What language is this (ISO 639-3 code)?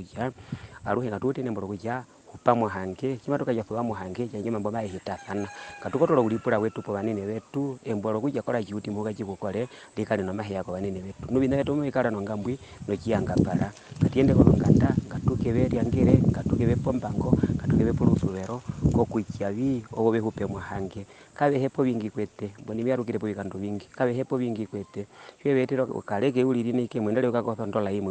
her